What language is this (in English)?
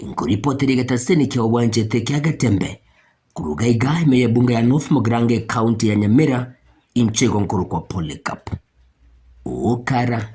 Gusii